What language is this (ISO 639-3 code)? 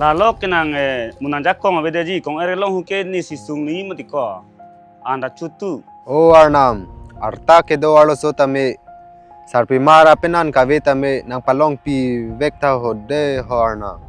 mjw